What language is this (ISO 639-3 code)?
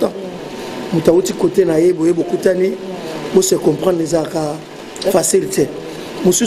lin